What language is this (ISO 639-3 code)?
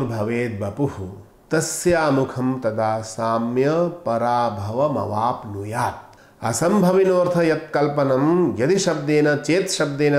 san